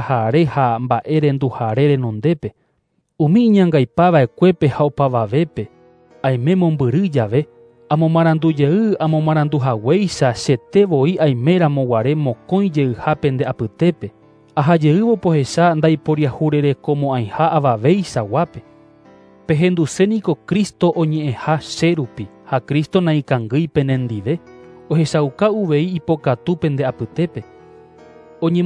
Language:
Guarani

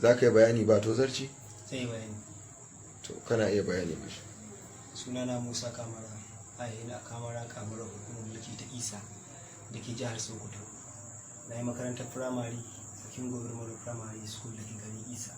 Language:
Hausa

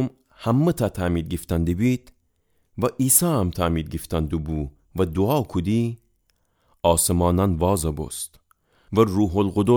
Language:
Gilaki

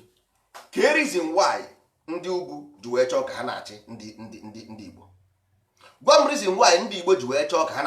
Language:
Igbo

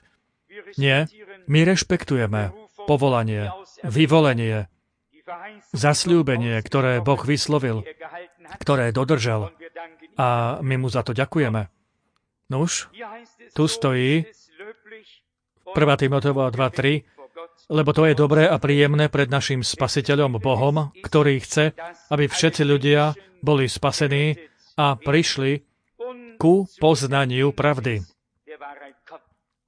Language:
Slovak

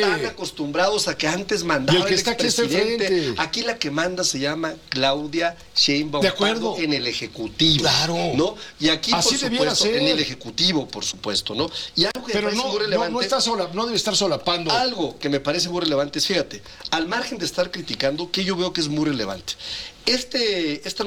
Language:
Spanish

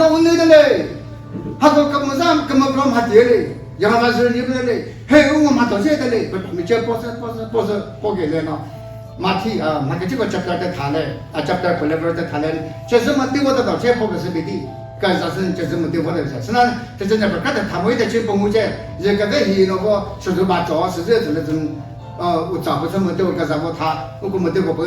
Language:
Chokri Naga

